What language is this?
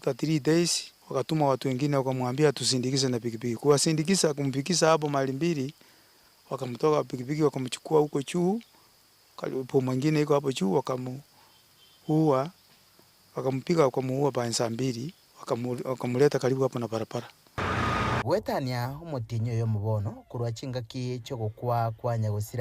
Gusii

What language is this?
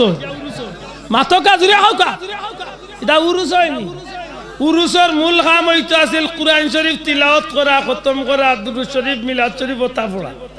Sylheti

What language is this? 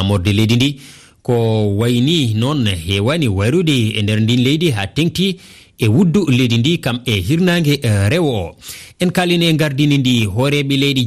Fula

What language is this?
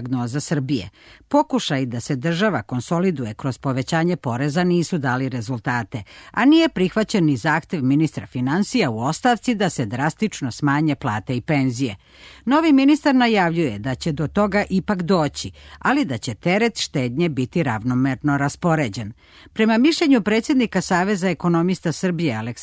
Serbian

